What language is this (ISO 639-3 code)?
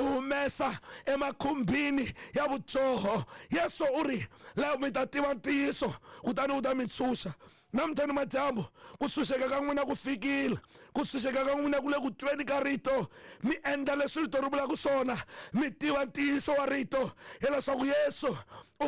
tso